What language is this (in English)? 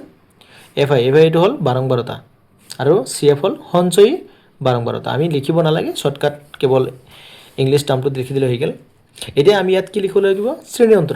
Assamese